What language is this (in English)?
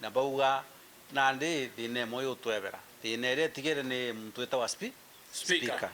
Meru